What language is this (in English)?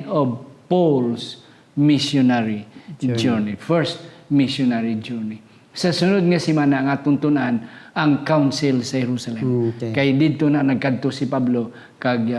Hiligaynon